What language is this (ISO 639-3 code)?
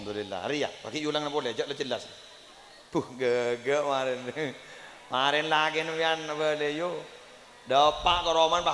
mad